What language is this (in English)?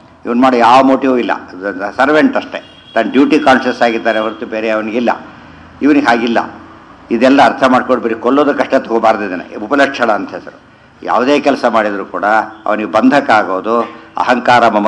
Kannada